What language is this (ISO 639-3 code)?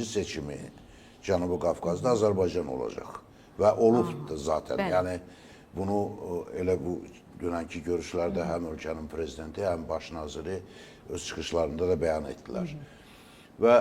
aze